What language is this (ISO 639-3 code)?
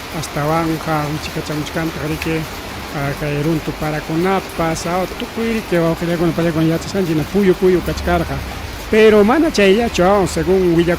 quy